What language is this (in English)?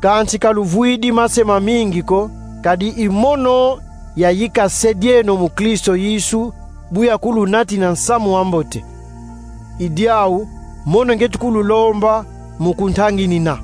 Kongo